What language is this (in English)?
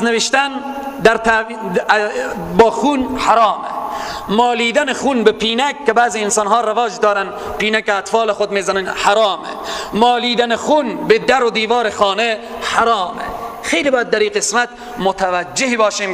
Tajik